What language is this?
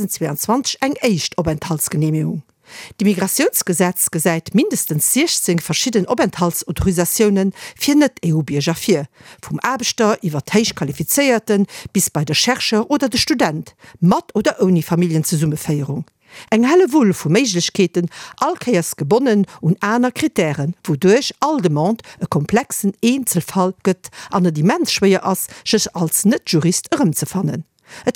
Luxembourgish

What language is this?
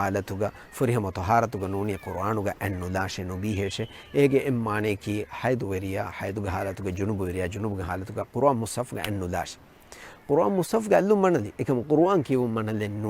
Divehi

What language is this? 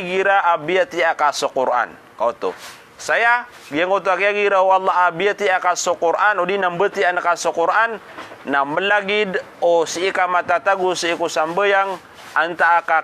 Maranao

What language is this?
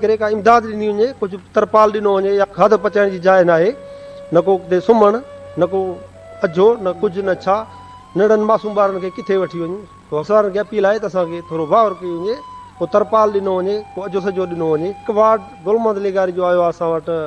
Sindhi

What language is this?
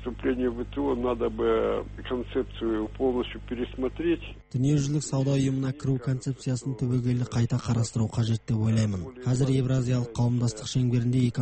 Kazakh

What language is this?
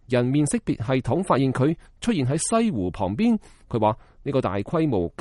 Cantonese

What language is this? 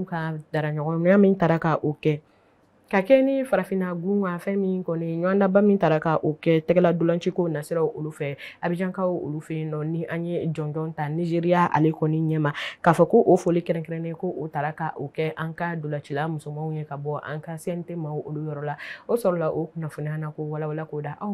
Bambara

